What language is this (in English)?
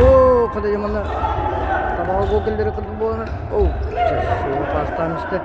Yakut